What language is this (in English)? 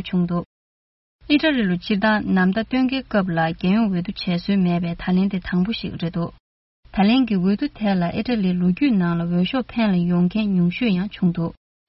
Tibetan